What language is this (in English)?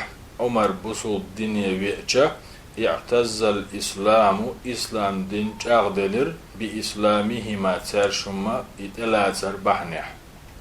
Chechen